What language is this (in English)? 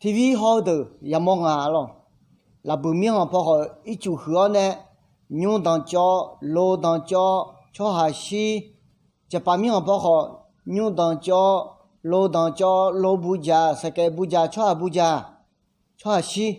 Akha